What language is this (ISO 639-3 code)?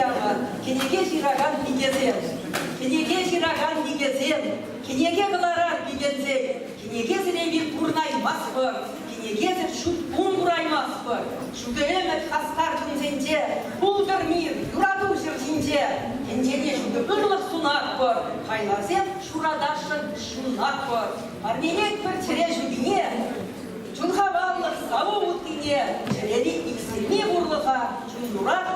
chv